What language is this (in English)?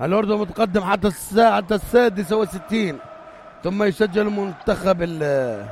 North Levantine Arabic